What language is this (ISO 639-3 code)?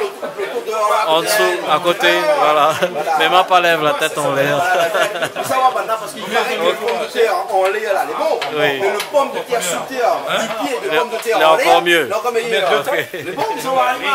rcf